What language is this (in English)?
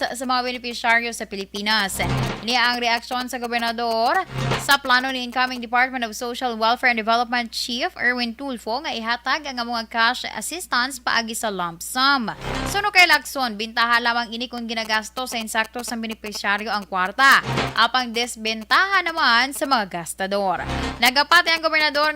Hiligaynon